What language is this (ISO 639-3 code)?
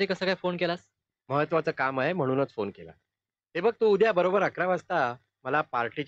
mar